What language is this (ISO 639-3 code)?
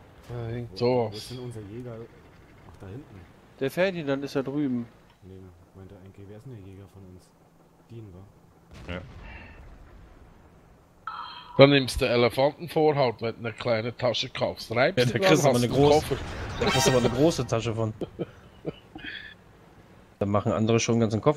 deu